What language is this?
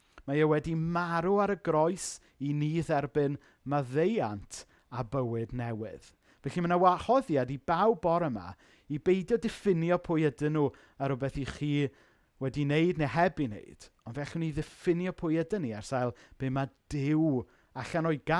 Welsh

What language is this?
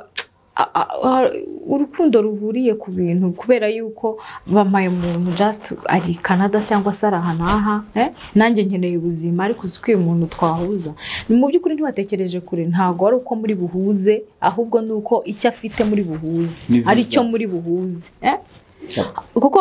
Kinyarwanda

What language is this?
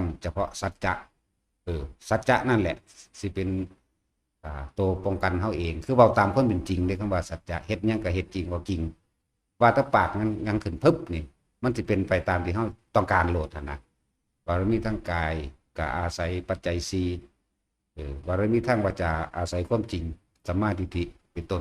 Northeastern Thai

